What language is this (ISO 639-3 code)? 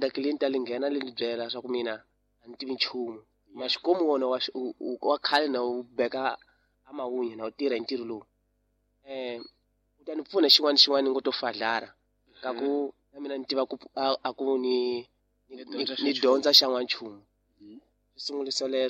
tso